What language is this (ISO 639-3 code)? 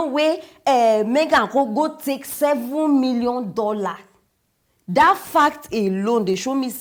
pcm